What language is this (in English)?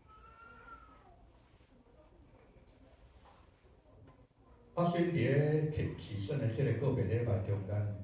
Min Nan Chinese